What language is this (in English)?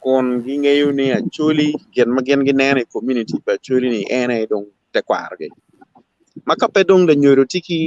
Acoli